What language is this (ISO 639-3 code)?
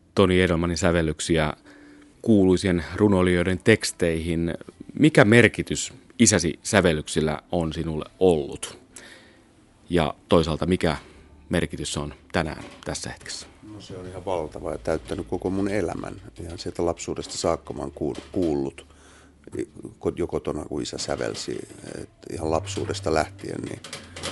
fin